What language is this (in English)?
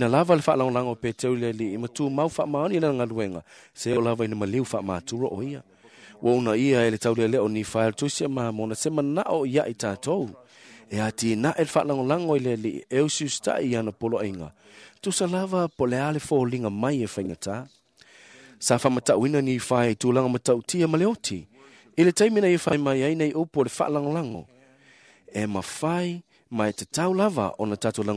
Samoan